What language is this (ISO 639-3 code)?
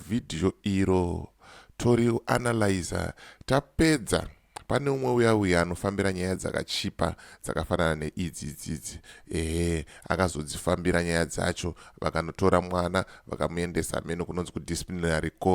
sna